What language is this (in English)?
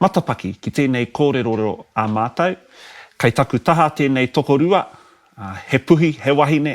Māori